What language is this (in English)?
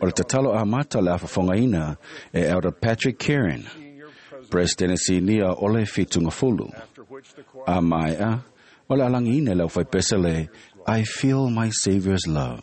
Samoan